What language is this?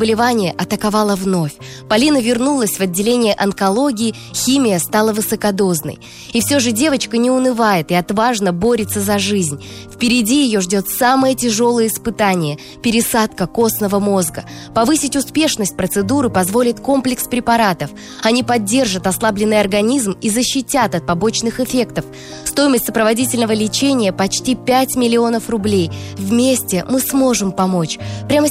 Russian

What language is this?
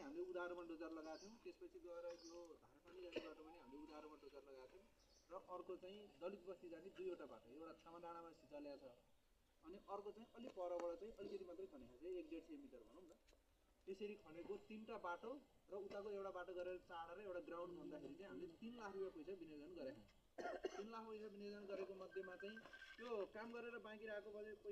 Nepali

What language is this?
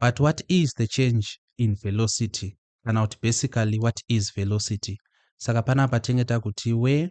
Shona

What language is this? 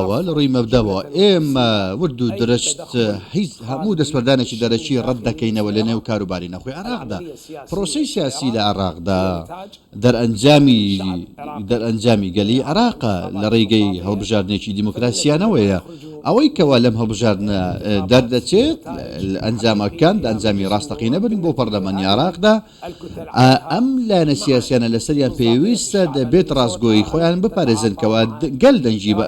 Central Kurdish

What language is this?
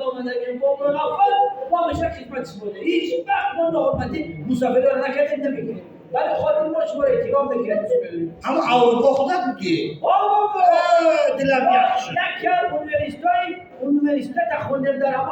Tajik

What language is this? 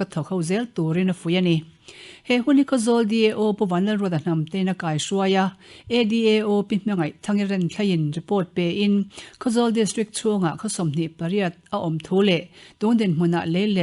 Mizo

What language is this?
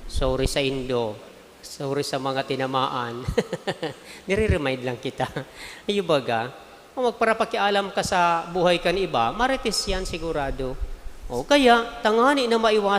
Bikol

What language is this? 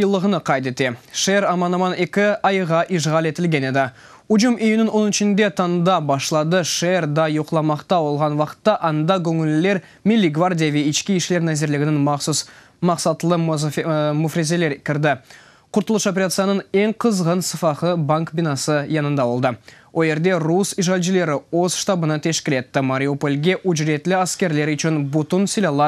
Crimean Tatar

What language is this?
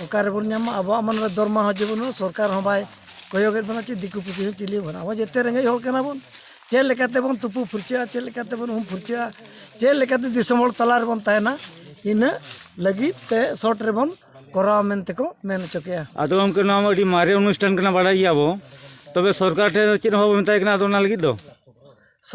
Santali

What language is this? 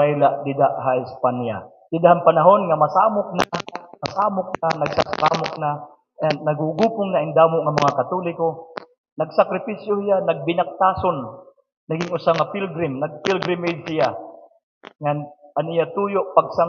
Waray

